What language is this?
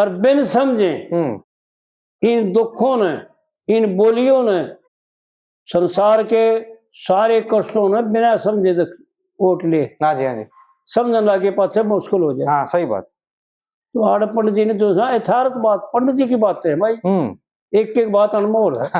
Haryanvi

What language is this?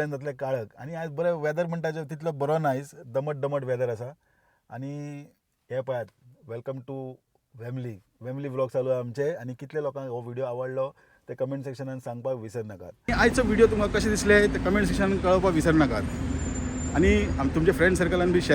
Konkani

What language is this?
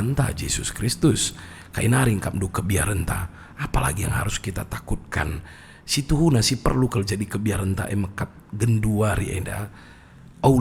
Batak Karo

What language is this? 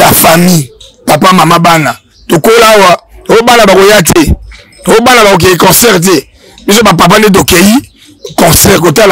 Lingala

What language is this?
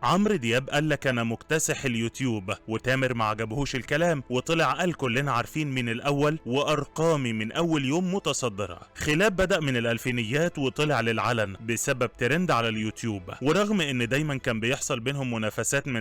Egyptian Arabic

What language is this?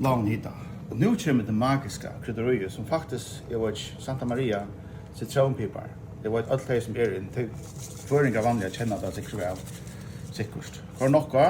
Faroese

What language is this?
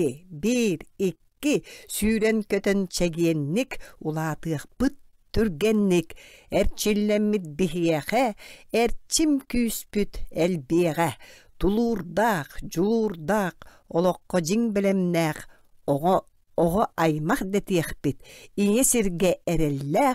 Yakut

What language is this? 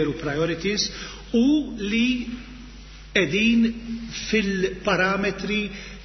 Maltese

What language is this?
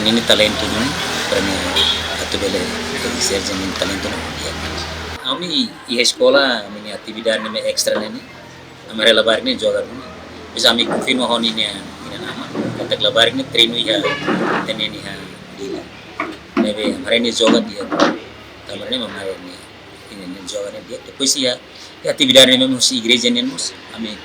Tetum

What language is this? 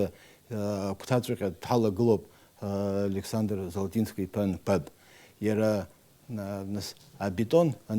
Abkhazian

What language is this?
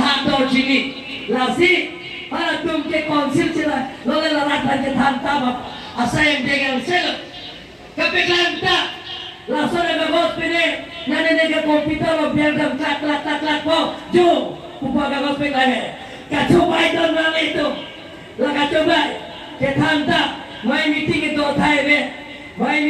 Karbi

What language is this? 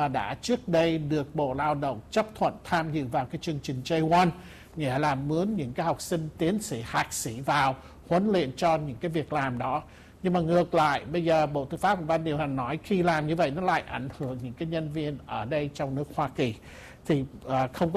Vietnamese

